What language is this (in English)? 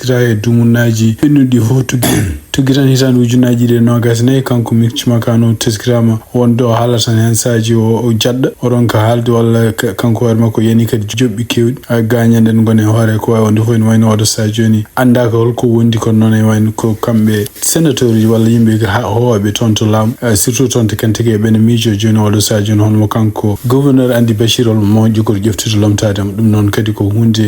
Fula